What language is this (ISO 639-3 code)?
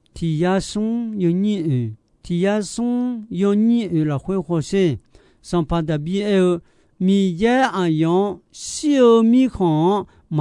ahk